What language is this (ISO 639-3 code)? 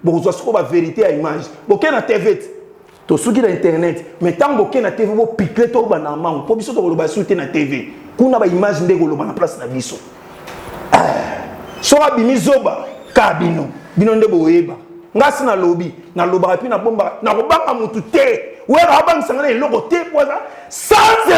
lin